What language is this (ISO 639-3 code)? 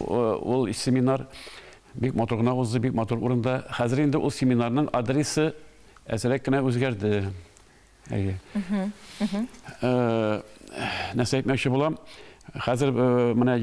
tat